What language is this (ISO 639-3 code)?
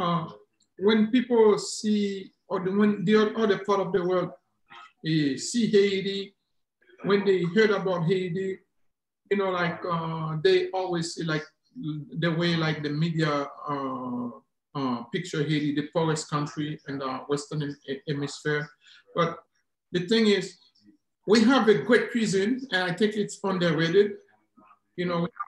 eng